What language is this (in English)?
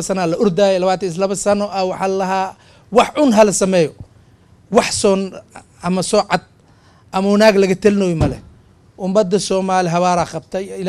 Somali